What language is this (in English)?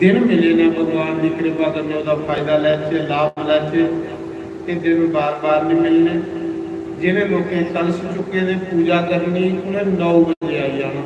Dogri